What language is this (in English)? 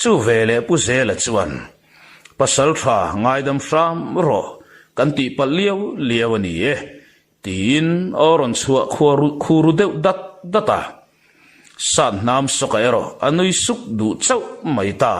Mizo